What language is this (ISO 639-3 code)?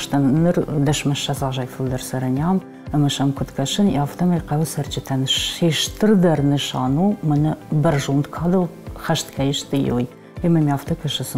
oss